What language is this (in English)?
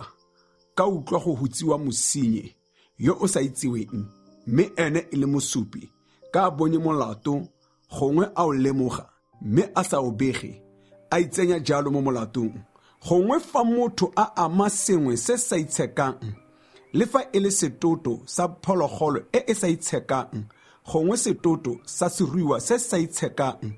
Tswana